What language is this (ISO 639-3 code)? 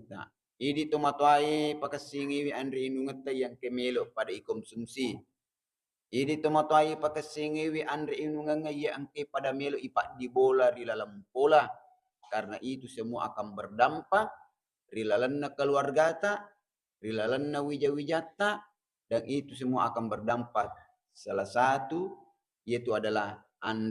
bug